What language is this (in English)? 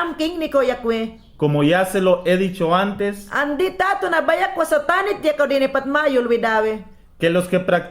Mayangna